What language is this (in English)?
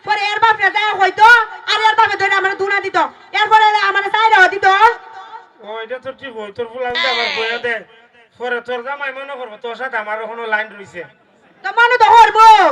Sylheti